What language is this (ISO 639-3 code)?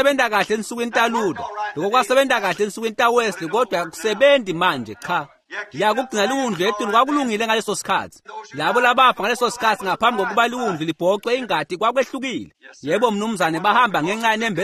ssw